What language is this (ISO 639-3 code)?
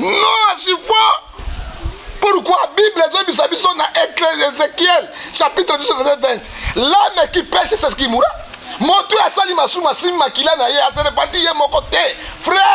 lin